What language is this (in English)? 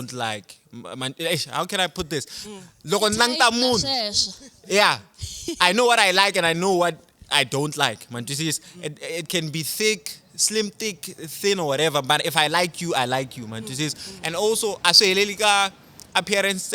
Tsonga